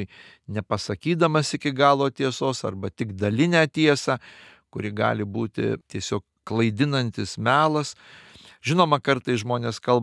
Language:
Lithuanian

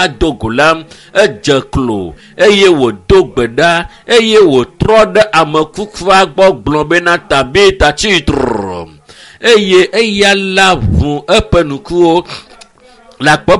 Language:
Ewe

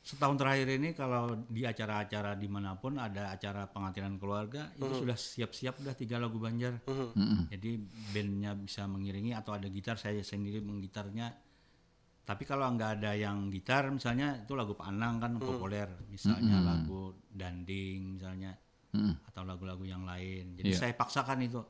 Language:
Banjar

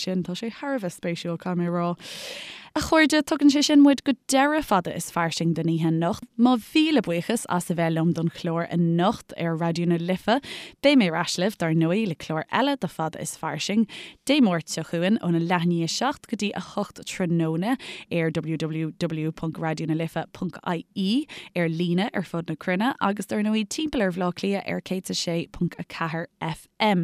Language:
Irish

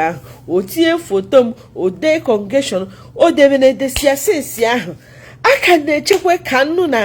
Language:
Igbo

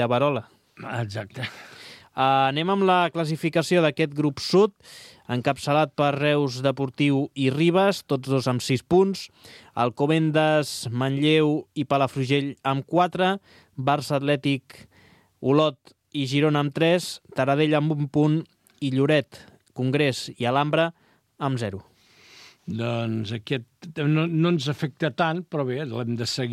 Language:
Catalan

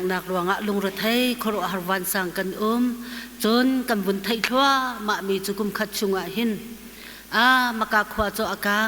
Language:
Hakha Chin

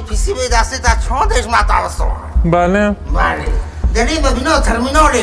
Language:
Kurdish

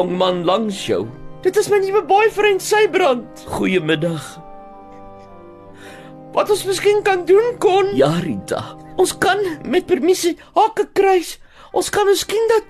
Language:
Afrikaans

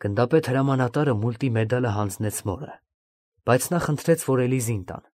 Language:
Armenian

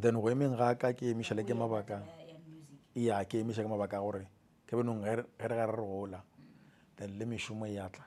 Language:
Northern Sotho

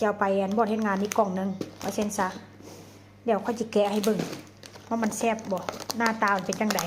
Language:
Northeastern Thai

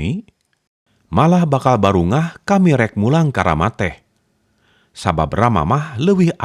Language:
Sundanese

